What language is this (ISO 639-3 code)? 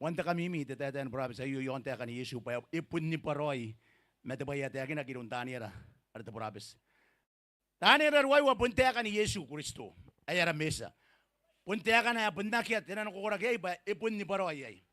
gil